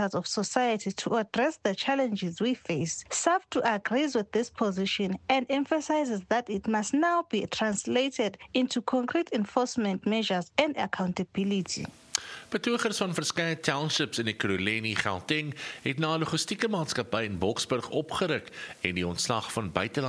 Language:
Afrikaans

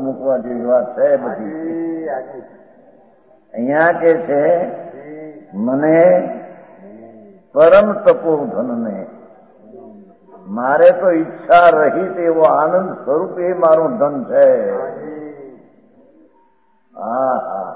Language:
Gujarati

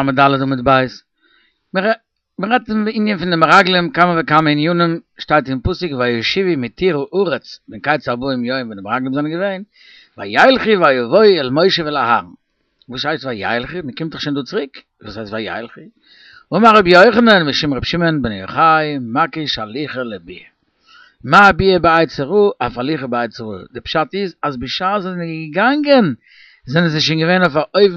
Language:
Yiddish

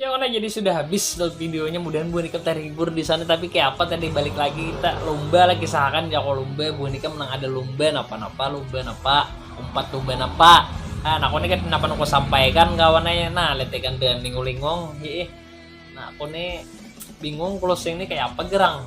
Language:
Banjar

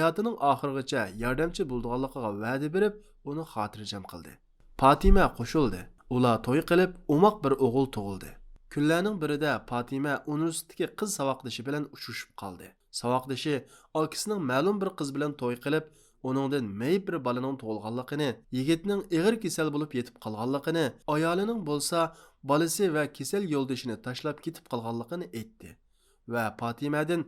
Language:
Uyghur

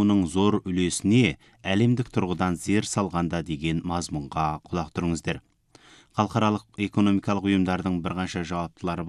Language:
Kazakh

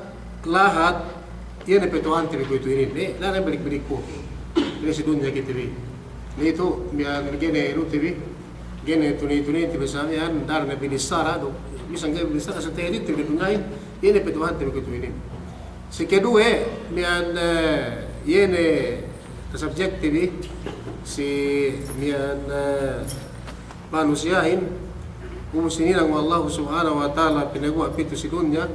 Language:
Yakan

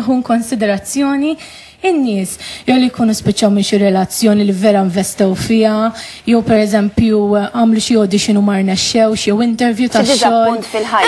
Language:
Maltese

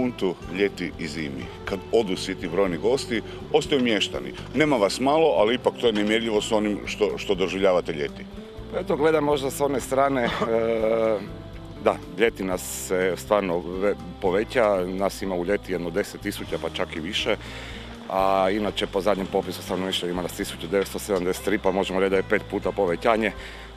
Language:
Croatian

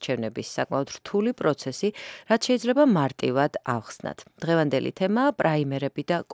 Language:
Georgian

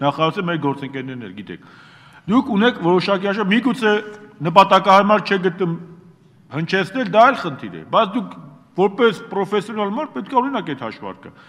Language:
Armenian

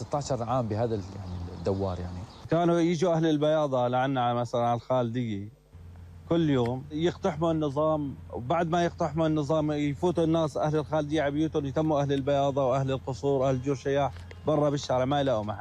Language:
North Levantine Arabic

